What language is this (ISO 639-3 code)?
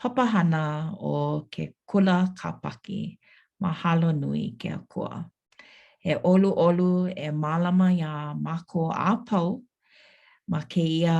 haw